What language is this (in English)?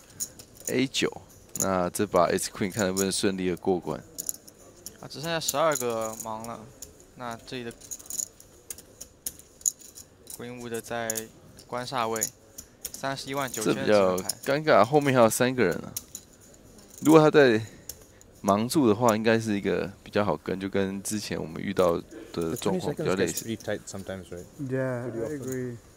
Chinese